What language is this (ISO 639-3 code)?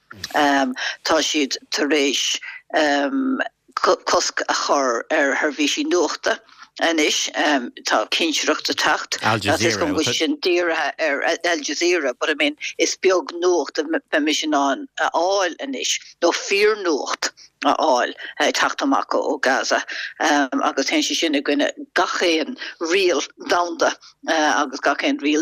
gle